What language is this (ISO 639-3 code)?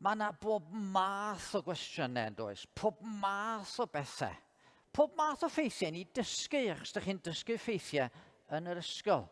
cym